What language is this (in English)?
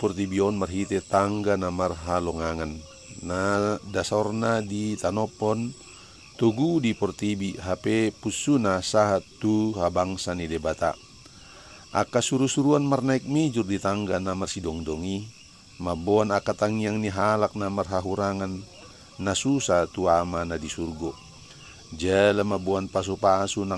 Batak Toba